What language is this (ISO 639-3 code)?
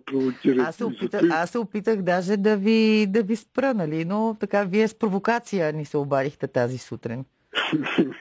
bul